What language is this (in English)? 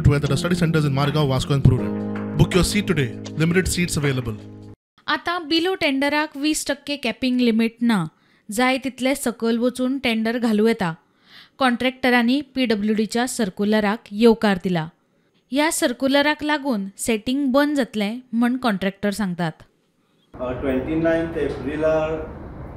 Konkani